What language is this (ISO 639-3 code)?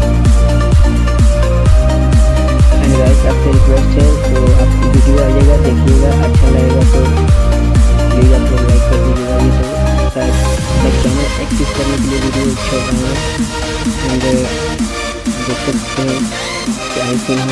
hin